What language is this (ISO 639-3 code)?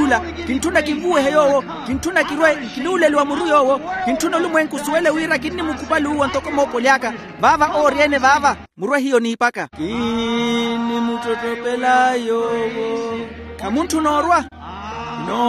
vmw